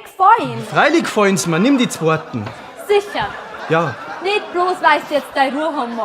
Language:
Bavarian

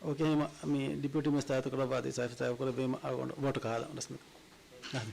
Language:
Divehi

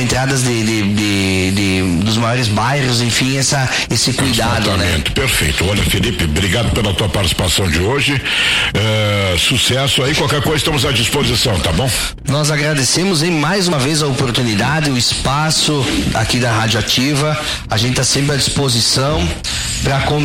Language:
Portuguese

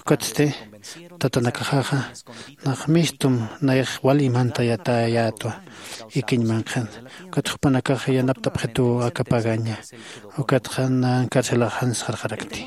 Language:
Aymara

